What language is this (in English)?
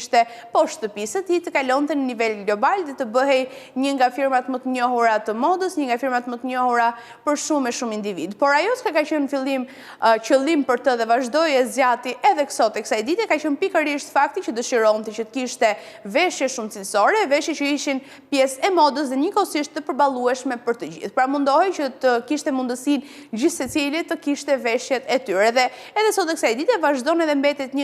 Albanian